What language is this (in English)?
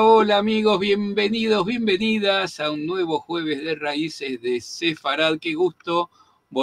Ladino